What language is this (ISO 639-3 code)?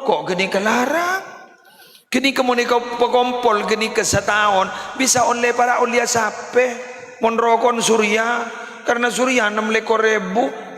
mad